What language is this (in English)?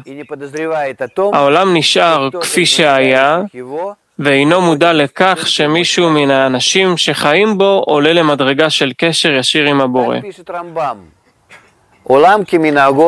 Hebrew